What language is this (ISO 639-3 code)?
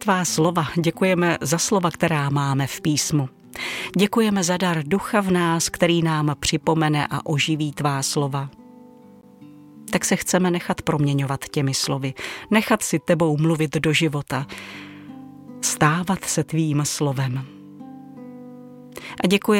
ces